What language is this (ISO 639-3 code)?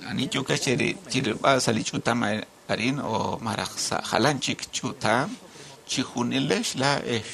kek